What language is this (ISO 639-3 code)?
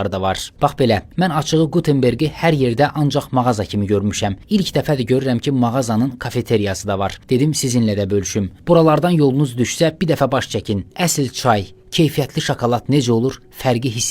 aze